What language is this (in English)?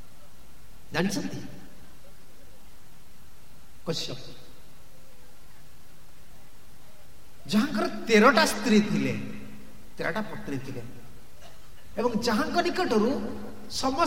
Odia